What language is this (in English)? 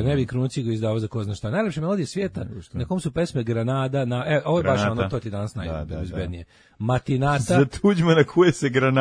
Serbian